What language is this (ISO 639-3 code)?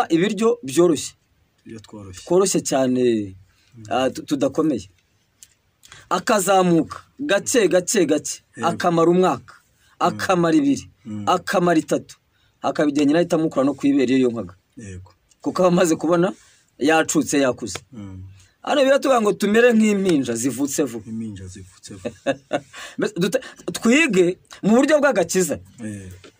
kin